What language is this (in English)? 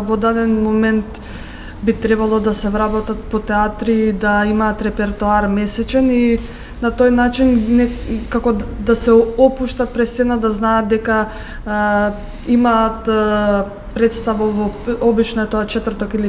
Macedonian